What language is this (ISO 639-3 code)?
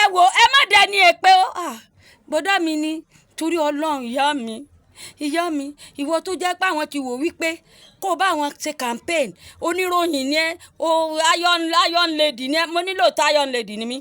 yor